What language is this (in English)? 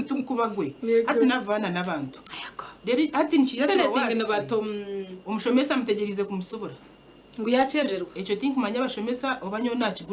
Nyankole